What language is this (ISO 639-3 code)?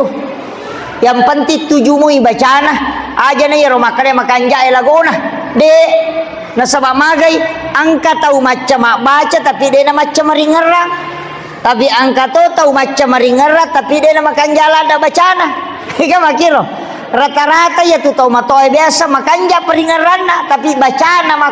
bug